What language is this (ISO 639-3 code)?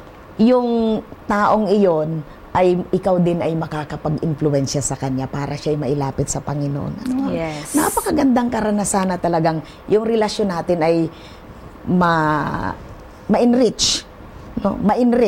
fil